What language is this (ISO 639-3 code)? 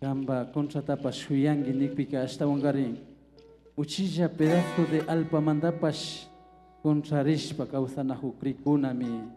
qvi